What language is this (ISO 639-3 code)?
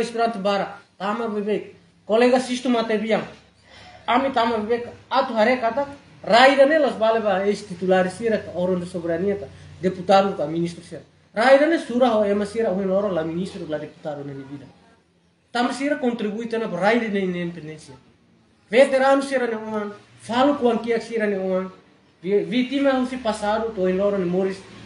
tet